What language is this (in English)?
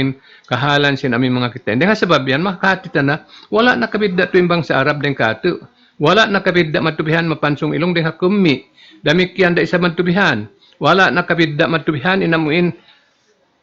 Tausug